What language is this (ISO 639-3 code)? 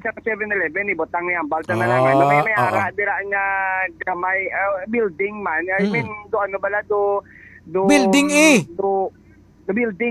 hil